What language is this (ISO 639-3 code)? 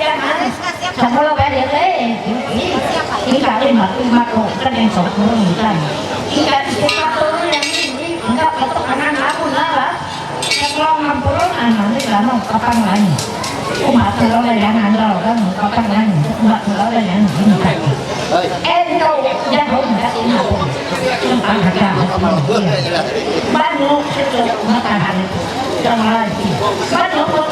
mhy